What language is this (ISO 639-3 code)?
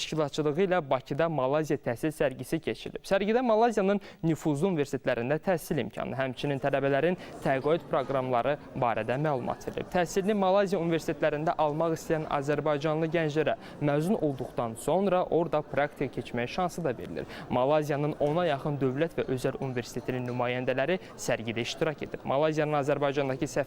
aze